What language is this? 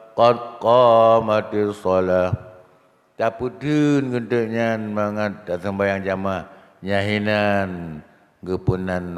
Achinese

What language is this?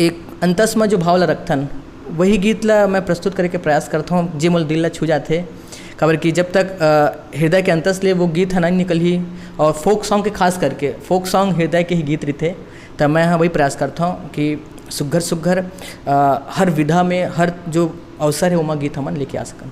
Chhattisgarhi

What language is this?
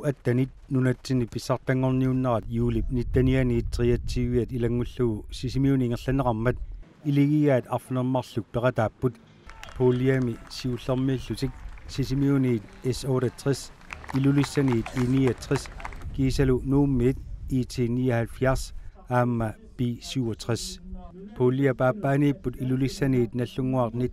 Kalaallisut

